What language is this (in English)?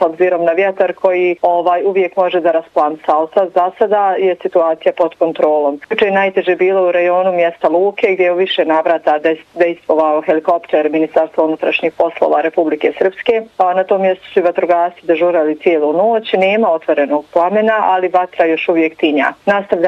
Bosnian